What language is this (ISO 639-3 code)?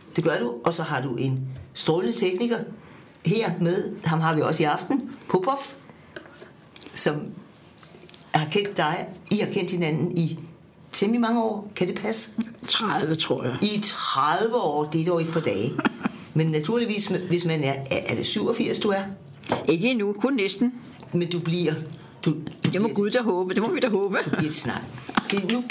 dan